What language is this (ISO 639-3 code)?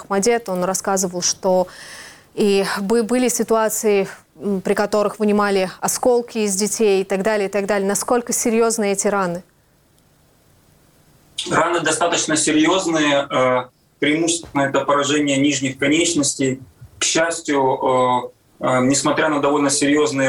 rus